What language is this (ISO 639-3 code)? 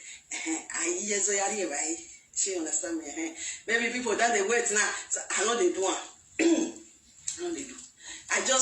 pcm